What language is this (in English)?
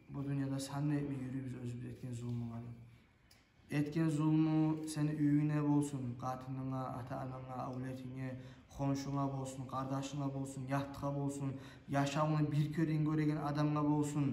Kumyk